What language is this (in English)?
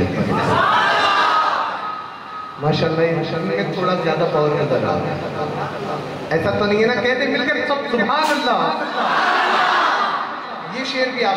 Urdu